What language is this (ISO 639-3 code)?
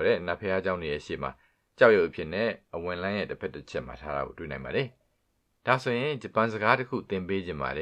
mya